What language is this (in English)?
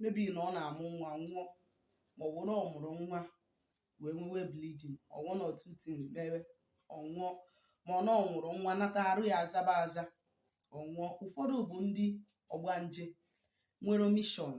Igbo